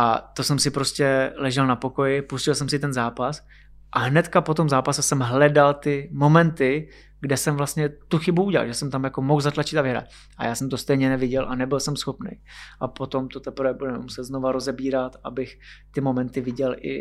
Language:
Czech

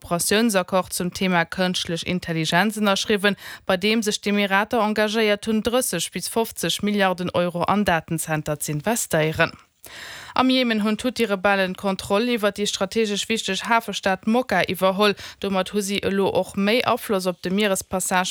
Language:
Luxembourgish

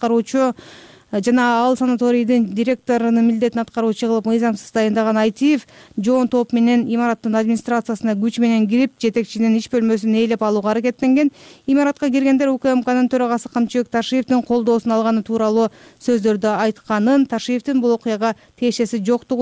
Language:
Kyrgyz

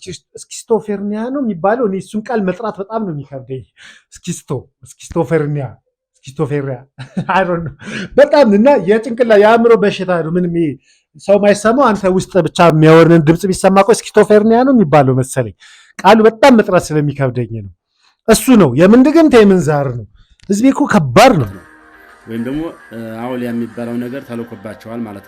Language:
Amharic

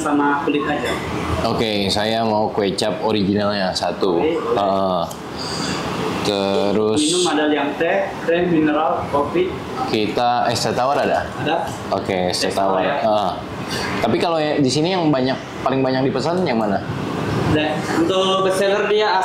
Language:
Indonesian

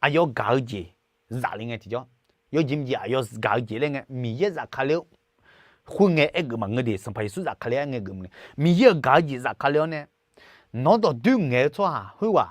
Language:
Akha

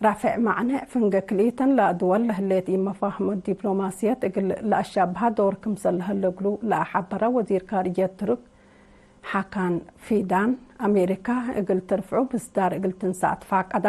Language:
Tigre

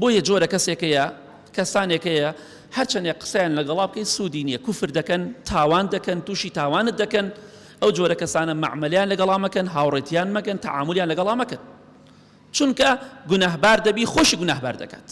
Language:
Central Kurdish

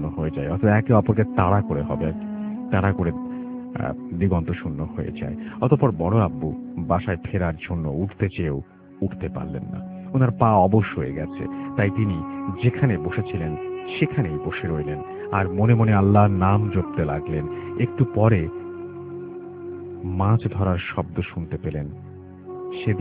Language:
Bangla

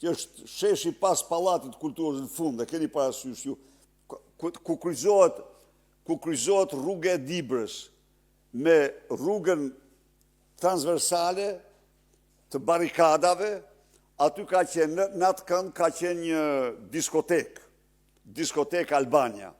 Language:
Albanian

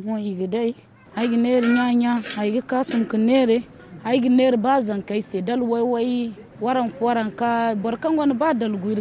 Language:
Zarma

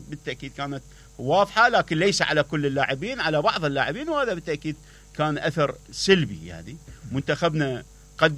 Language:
Mesopotamian Arabic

